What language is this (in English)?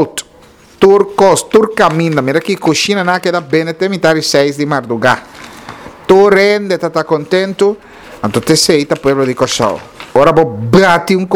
Papiamento